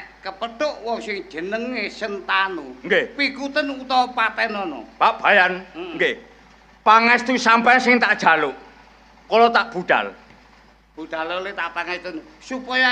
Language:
Javanese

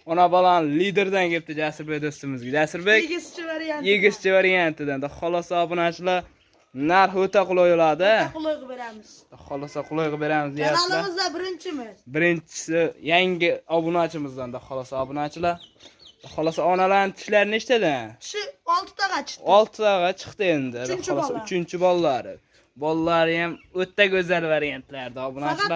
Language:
Uzbek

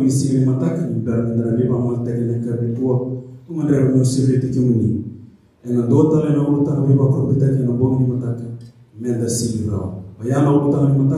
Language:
Fijian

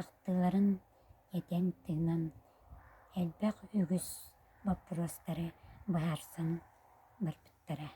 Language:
Yakut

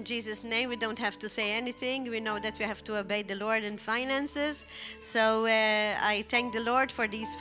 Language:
English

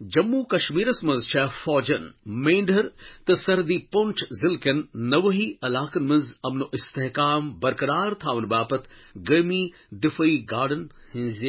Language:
Kashmiri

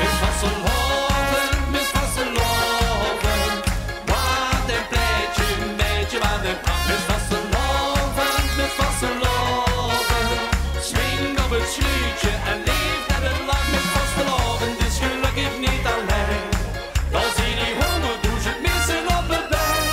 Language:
Limburgish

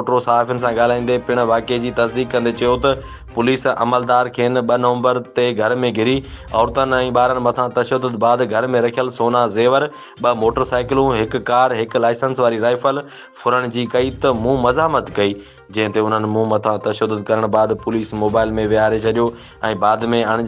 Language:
Sindhi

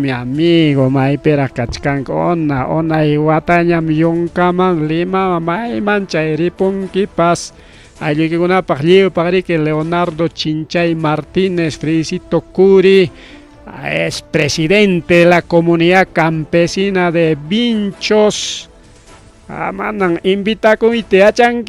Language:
Ayacucho Quechua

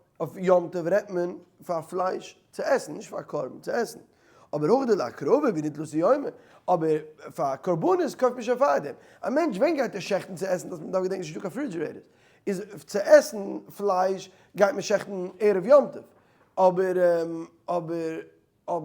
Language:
Yiddish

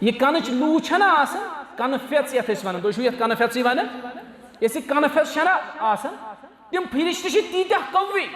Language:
Kashmiri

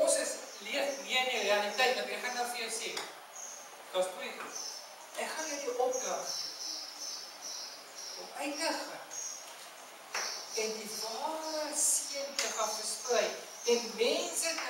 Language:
Afrikaans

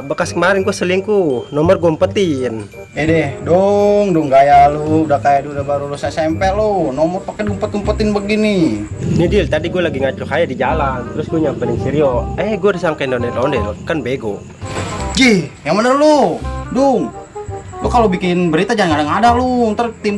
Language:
Betawi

